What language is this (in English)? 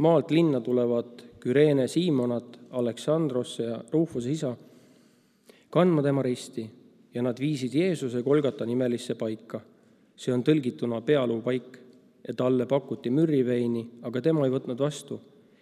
Estonian